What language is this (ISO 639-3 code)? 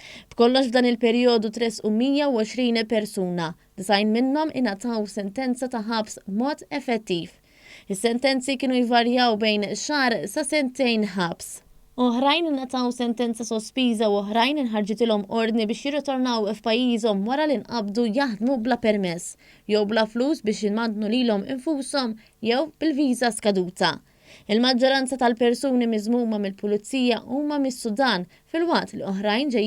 mlt